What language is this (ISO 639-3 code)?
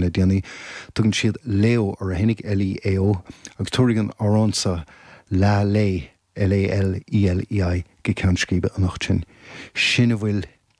gle